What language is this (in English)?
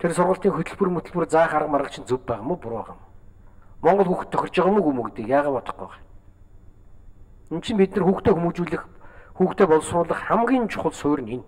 Mongolian